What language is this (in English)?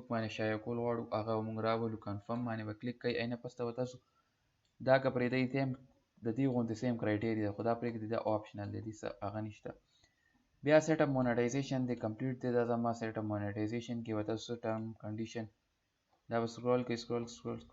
Pashto